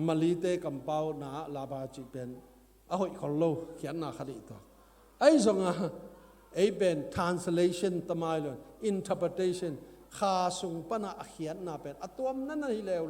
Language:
Tedim Chin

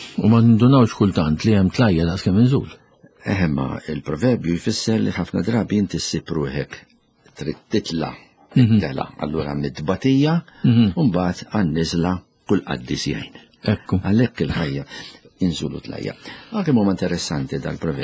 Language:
Maltese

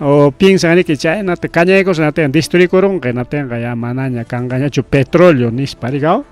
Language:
Ayacucho Quechua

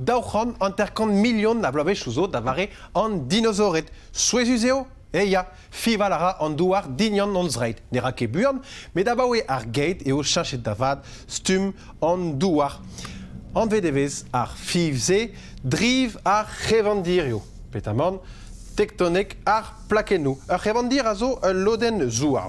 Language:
Breton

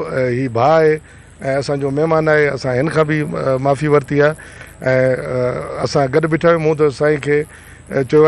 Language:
Sindhi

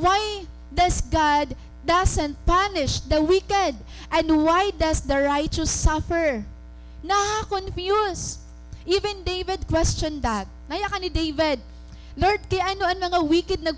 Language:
Waray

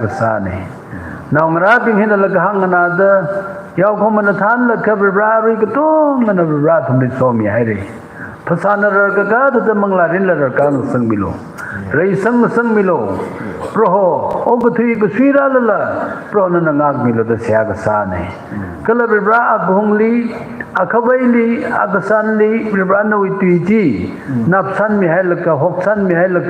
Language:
Tangkhul Naga (India)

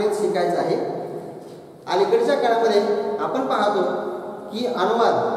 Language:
Marathi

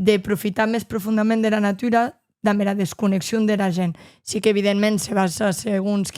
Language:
Occitan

